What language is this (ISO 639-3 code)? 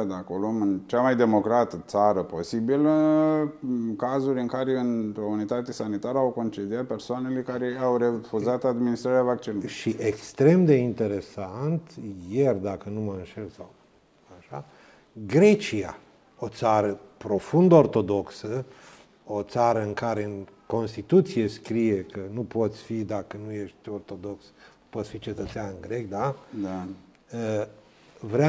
ron